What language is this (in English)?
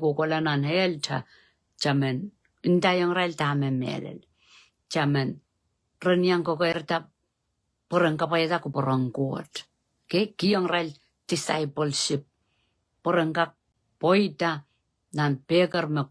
Pohnpeian